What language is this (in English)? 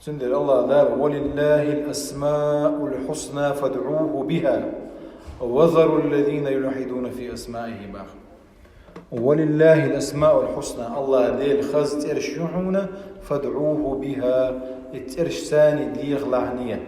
Chechen